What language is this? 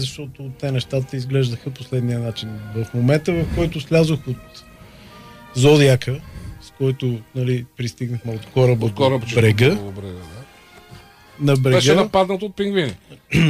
Bulgarian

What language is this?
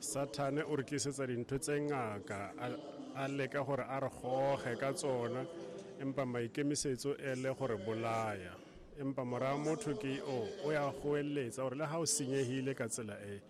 Southern Sotho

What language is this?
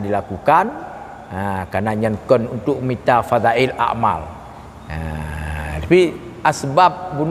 Achinese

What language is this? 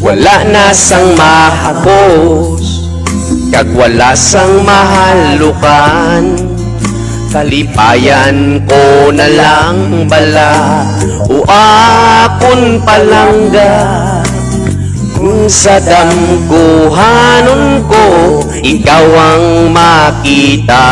Hiligaynon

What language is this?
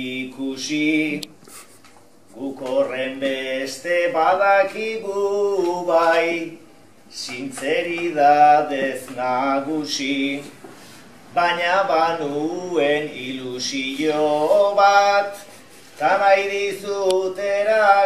Basque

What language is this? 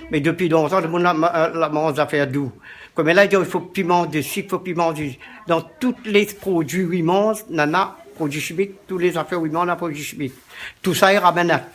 Réunion Creole French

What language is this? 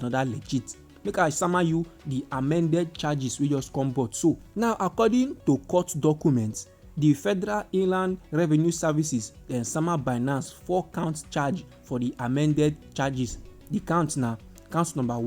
Nigerian Pidgin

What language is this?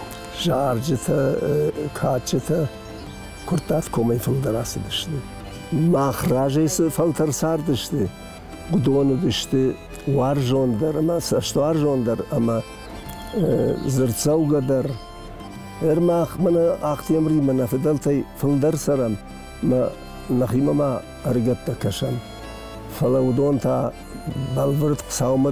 Ossetic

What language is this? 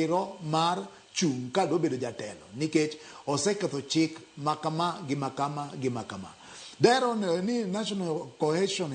Luo (Kenya and Tanzania)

